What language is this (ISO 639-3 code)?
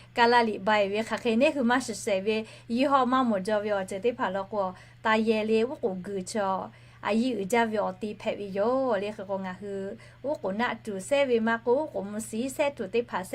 lhu